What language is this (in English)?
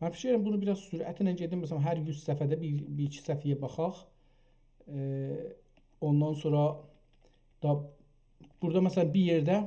South Azerbaijani